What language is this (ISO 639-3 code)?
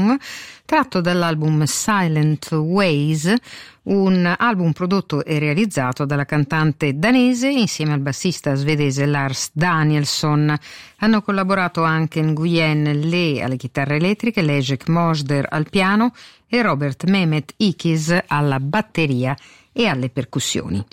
ita